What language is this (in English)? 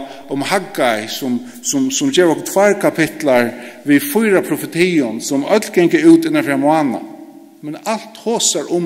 Faroese